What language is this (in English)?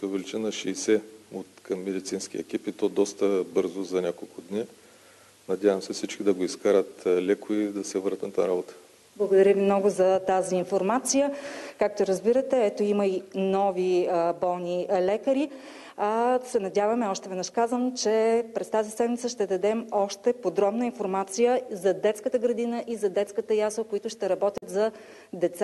Bulgarian